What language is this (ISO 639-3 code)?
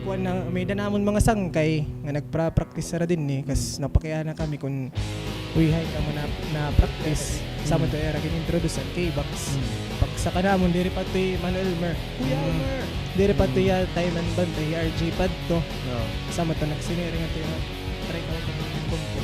war